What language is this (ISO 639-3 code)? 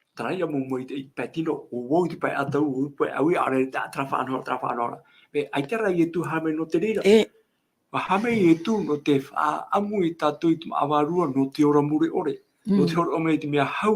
tah